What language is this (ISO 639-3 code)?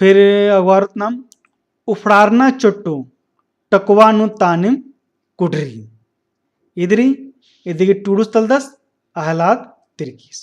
kru